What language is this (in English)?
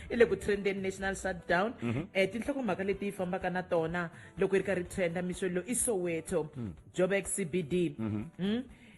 Tsonga